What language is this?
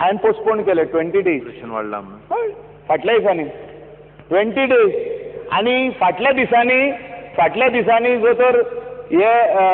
Konkani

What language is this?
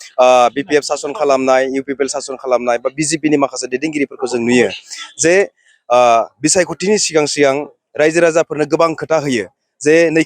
Bodo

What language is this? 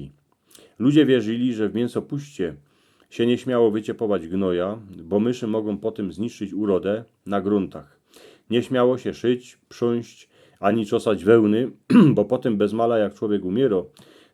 Silesian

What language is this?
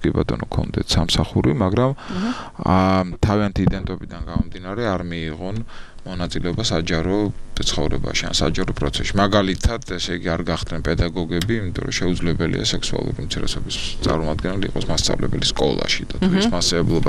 Georgian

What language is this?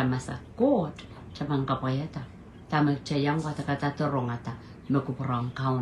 Pohnpeian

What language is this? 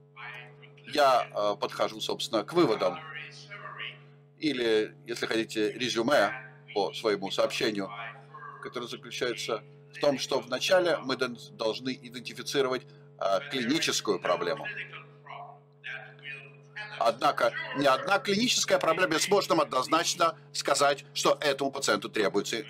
Russian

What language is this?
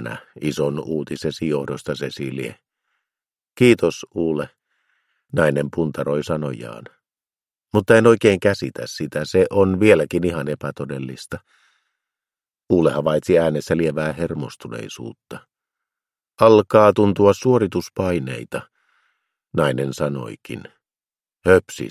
Finnish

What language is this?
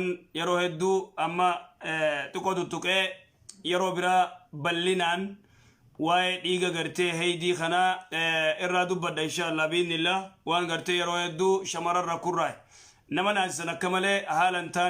Oromo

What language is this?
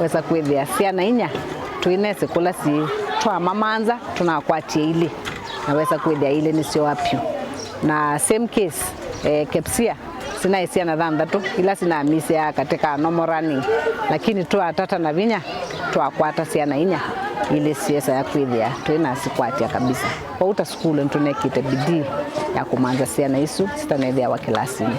Kamba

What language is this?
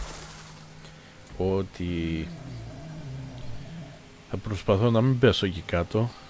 Greek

